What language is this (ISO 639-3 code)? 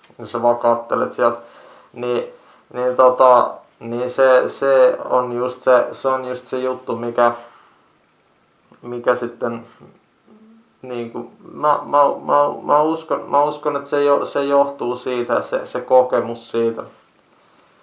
fin